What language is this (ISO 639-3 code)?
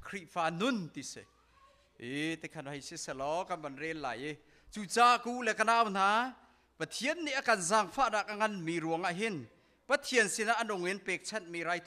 cnh